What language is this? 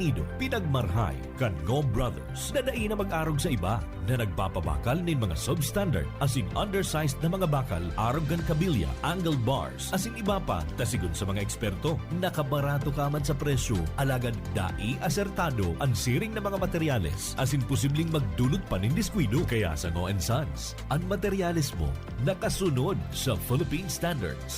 Bikol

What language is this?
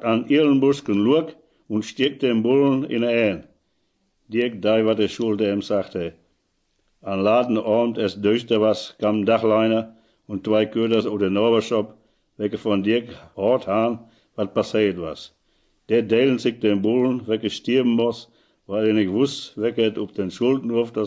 Westphalien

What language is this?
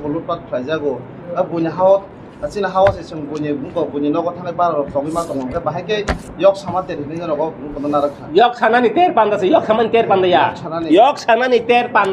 Kok Borok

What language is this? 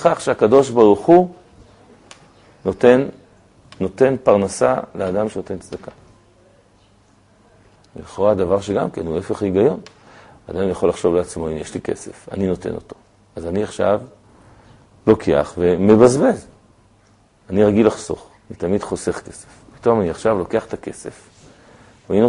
Hebrew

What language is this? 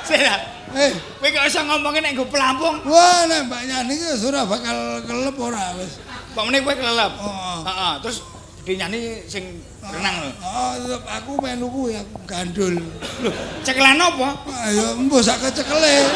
Javanese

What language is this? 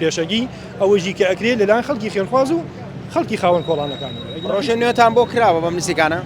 Central Kurdish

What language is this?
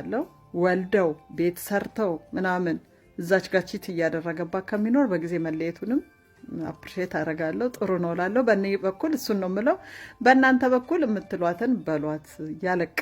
Amharic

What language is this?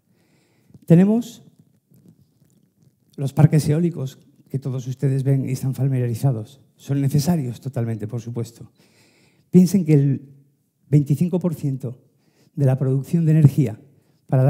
Spanish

